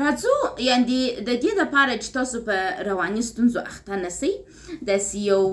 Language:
Pashto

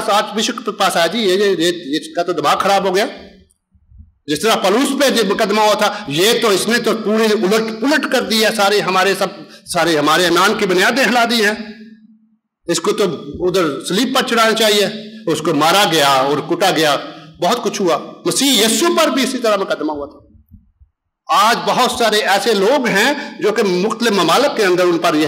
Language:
Urdu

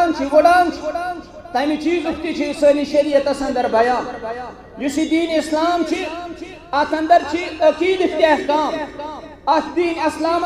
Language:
Kashmiri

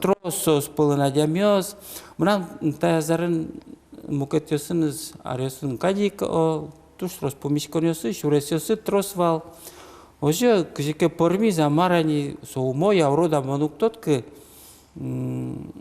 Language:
Udmurt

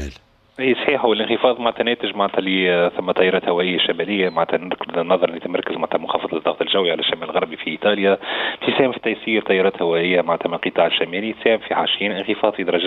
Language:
Tunisian Arabic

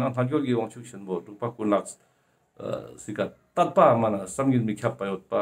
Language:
Ladakhi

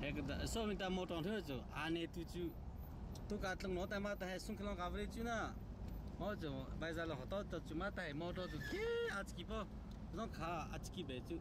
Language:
Hakha Chin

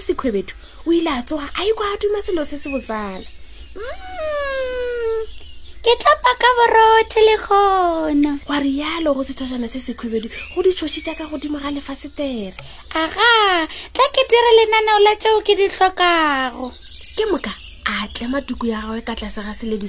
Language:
Northern Sotho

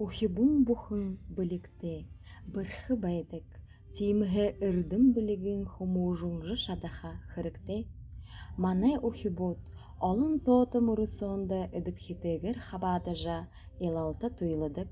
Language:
Buriat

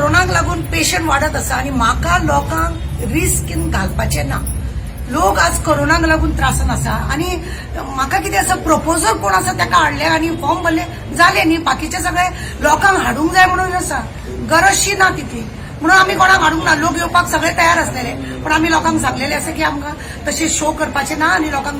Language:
Konkani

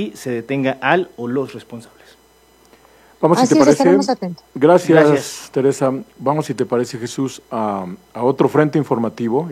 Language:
Spanish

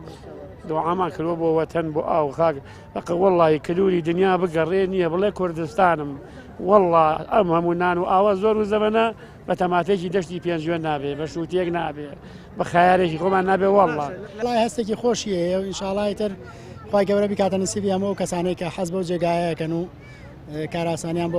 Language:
Central Kurdish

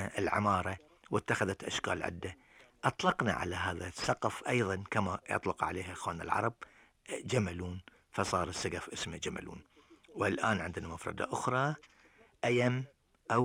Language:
Gulf Arabic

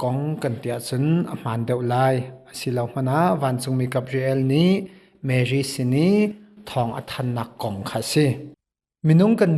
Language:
Hakha Chin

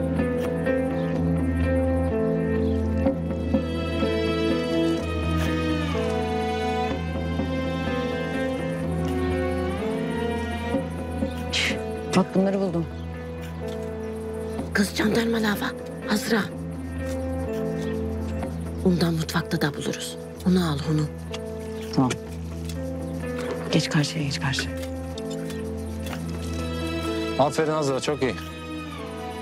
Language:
Turkish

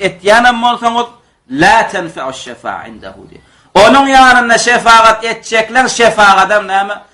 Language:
Turkmen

